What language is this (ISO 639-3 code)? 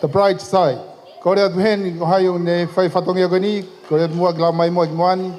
ton